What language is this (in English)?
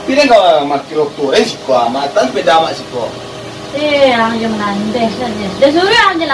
Minangkabau